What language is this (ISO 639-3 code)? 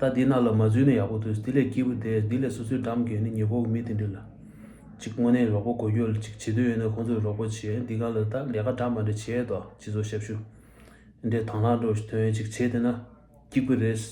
bod